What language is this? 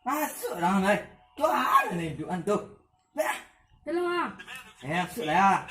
Minangkabau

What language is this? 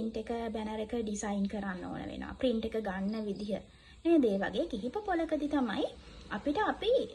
Sinhala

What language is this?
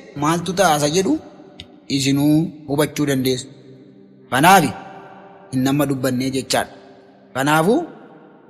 Oromo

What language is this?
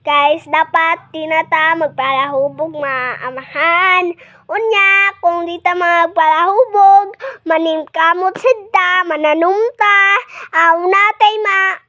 Cebuano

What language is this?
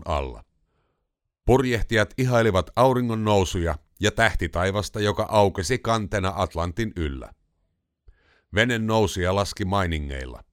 Finnish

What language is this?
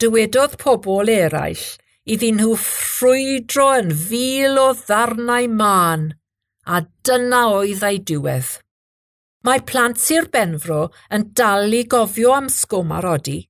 Welsh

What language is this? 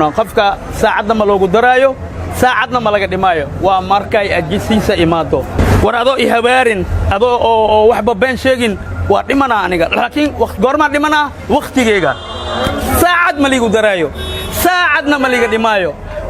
Somali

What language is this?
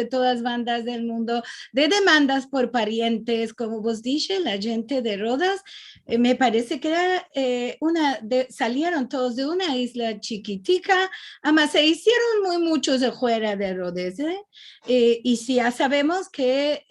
Ladino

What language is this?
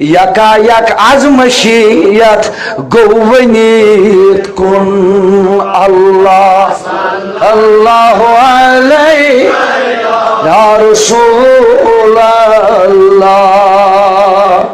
Kashmiri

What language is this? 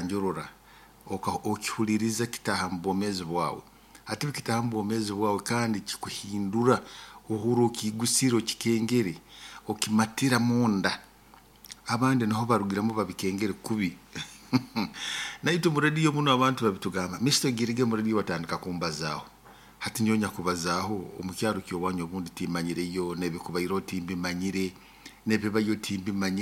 Nyoro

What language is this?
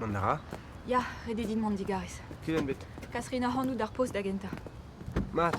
Breton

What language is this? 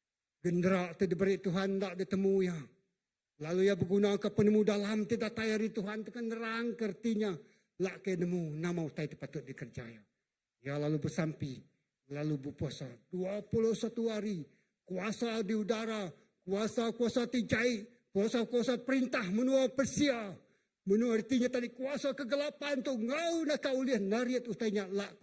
Iban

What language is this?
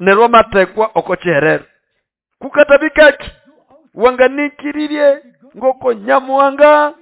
Nande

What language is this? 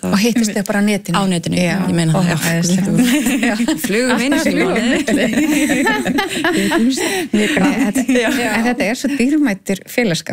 Icelandic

